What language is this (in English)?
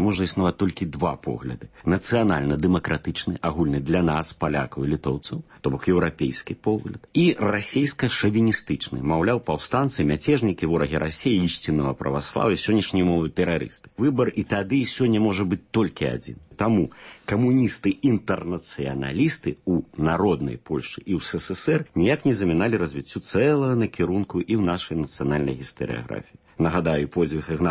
Belarusian